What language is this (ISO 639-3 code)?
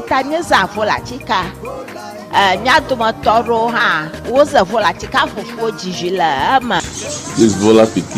ewe